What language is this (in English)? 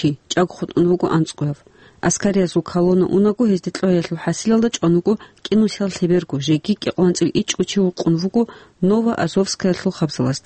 Avaric